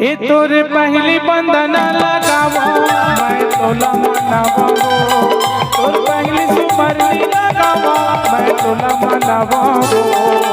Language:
Chhattisgarhi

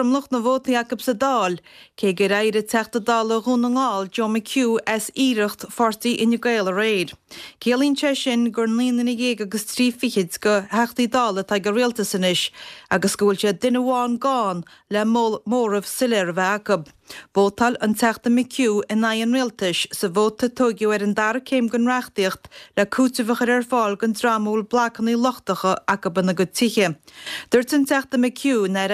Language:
Irish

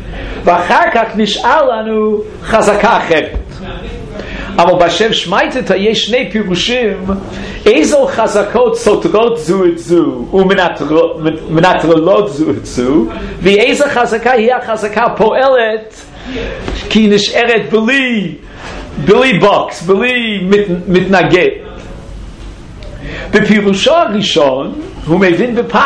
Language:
Hebrew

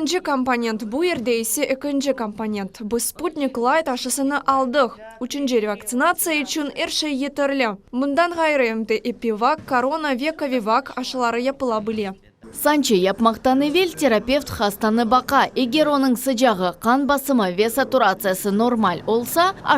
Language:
Crimean Tatar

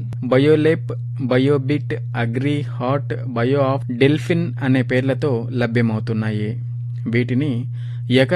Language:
Telugu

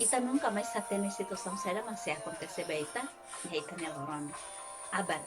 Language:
Tetum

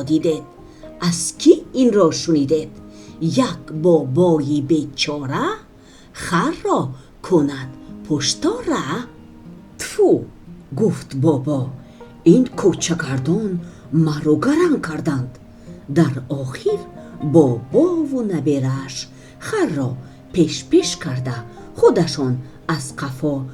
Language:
Tajik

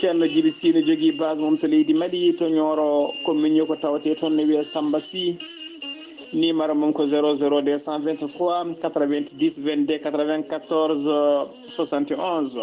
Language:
Fula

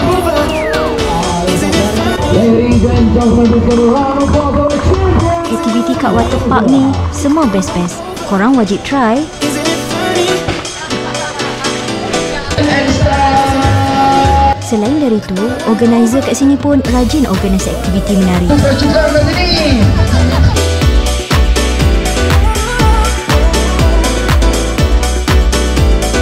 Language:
Malay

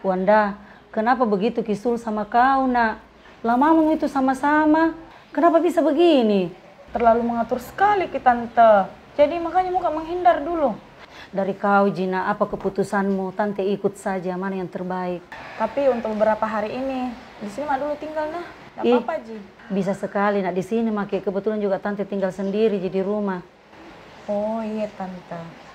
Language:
Makassar Malay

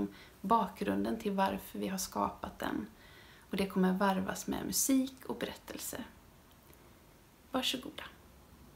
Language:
Swedish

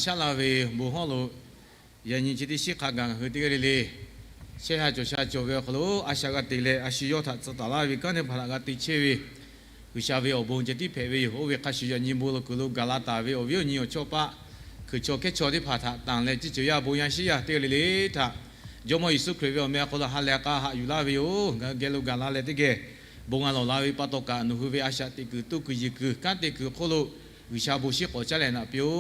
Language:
Lahu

